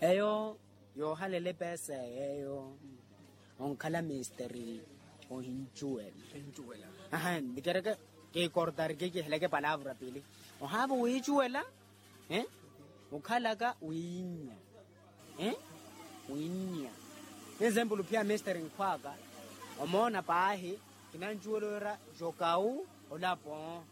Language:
Makhuwa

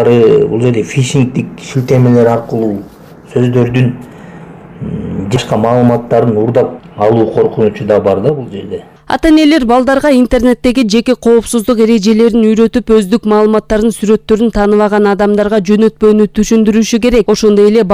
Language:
Kyrgyz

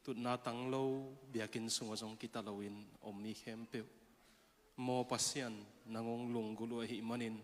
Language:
Tedim Chin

